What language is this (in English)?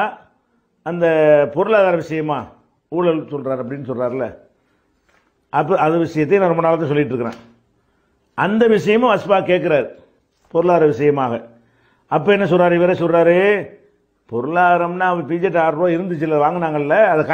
Tamil